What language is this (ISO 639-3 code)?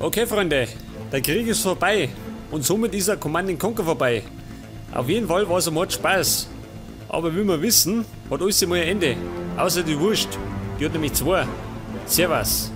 bar